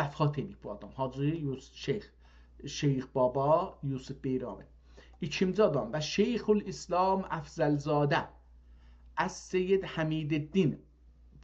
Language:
South Azerbaijani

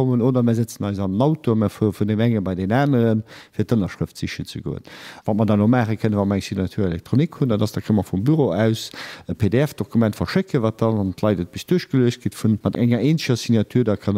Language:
Luxembourgish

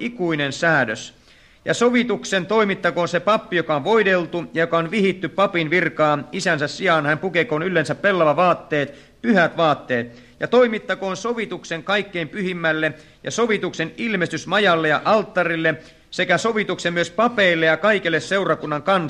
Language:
Finnish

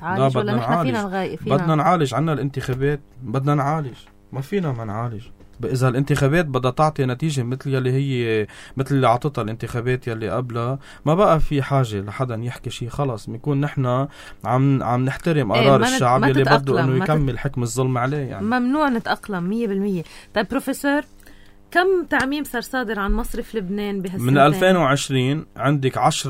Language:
North Levantine Arabic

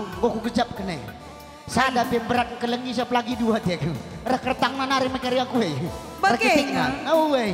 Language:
Batak Karo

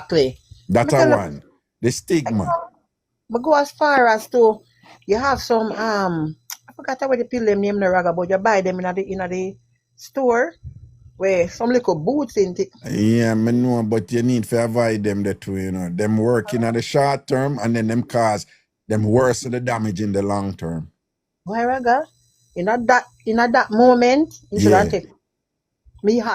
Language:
Jamaican Creole English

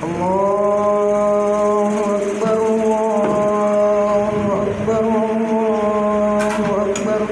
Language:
Buginese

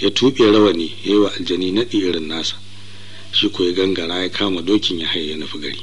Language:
Hausa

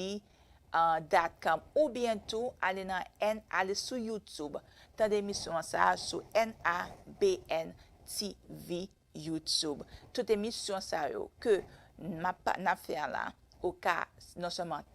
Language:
Haitian Creole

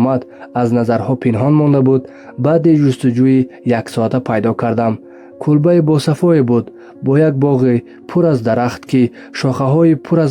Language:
Tajik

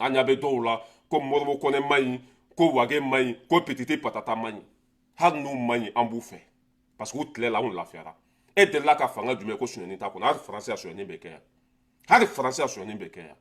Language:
Bambara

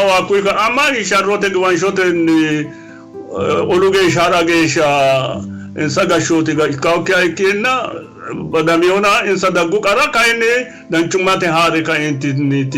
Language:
Sidamo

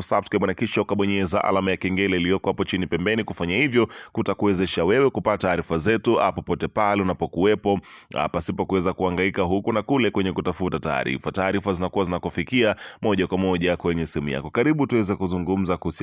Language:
Swahili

